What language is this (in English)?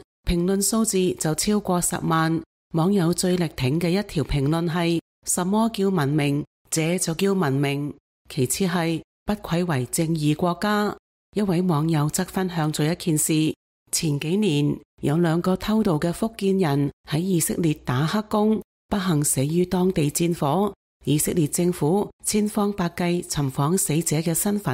Cantonese